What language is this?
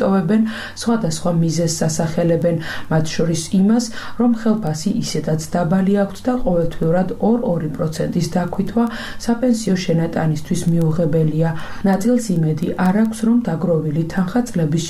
Georgian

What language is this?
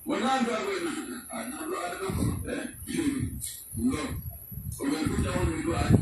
Pular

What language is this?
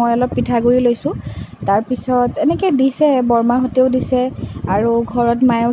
Assamese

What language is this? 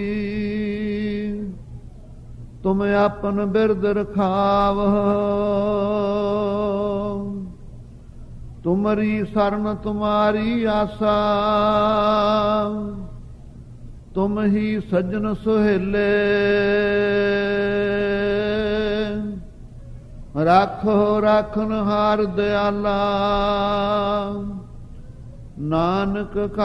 Punjabi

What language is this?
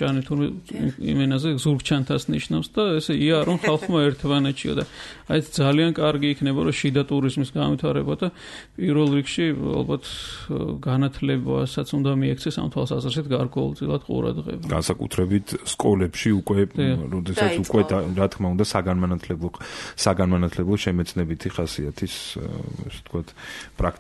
Georgian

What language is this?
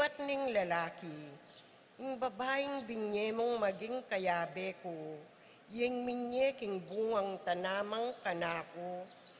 Pampanga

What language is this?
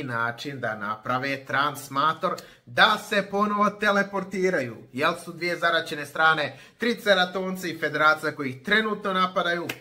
Croatian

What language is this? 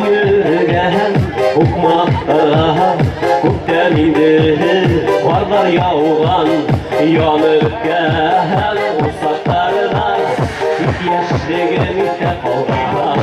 Bashkir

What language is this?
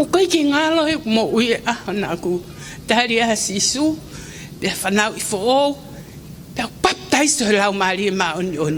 Tongan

